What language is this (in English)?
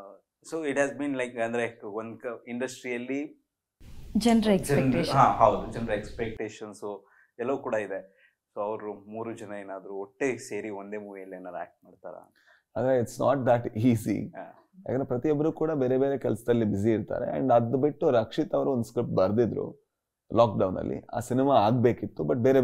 Kannada